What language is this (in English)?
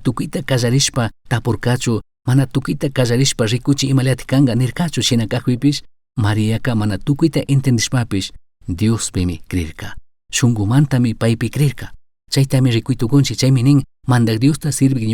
Chimborazo Highland Quichua